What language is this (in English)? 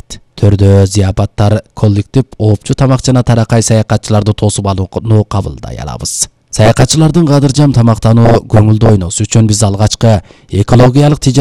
Kyrgyz